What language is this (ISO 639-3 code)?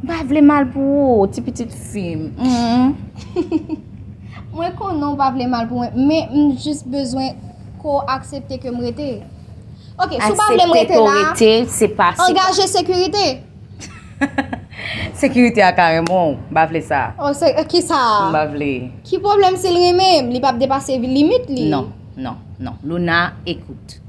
hat